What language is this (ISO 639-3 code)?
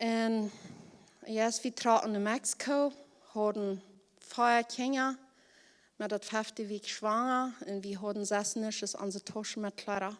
pdt